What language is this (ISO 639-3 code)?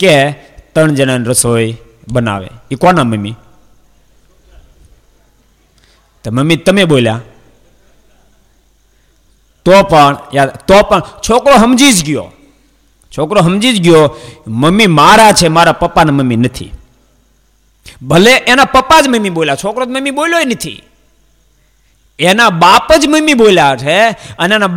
guj